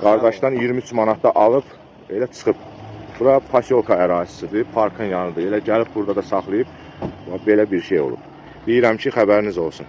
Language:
Azerbaijani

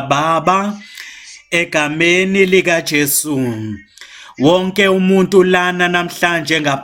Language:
Zulu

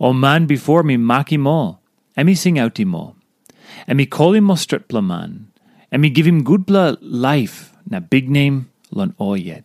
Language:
Tok Pisin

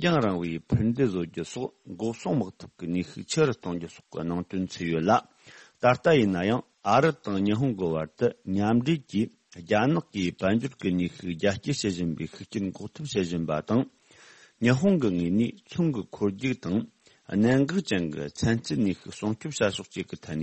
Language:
Tibetan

